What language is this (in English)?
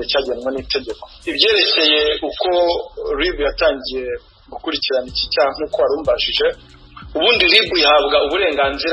Kinyarwanda